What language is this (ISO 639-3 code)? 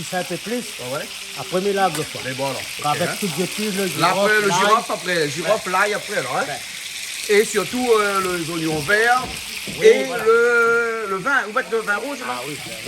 rcf